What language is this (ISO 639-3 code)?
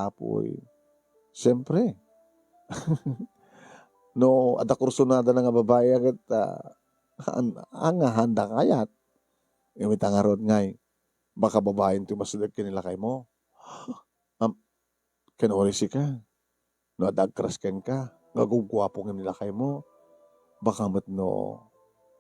ilo